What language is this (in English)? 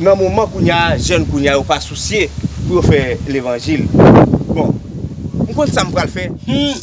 Haitian Creole